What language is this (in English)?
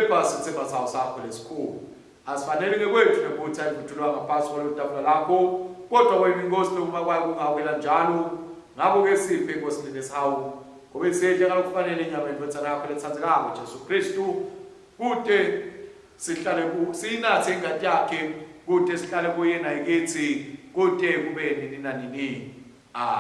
Swati